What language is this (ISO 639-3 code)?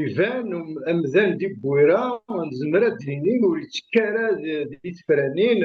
kab